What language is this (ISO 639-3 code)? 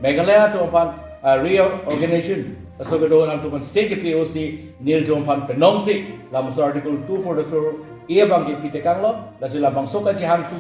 mjw